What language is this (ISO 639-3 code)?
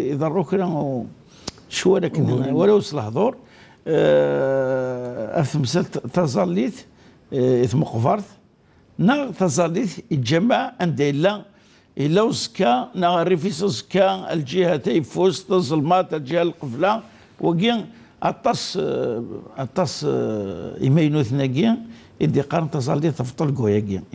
kab